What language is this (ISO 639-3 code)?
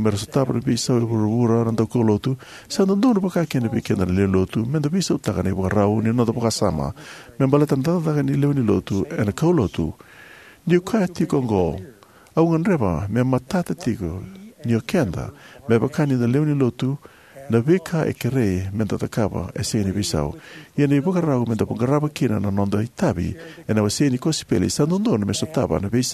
fij